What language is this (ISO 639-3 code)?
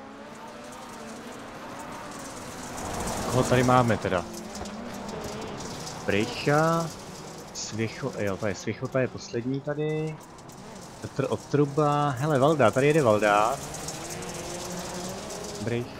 ces